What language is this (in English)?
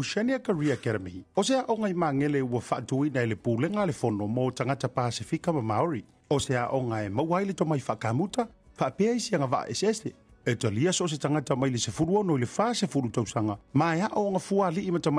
Samoan